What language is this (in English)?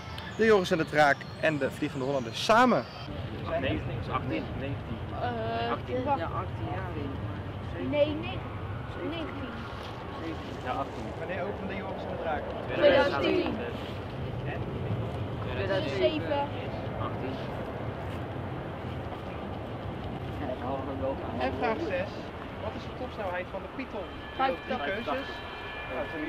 Dutch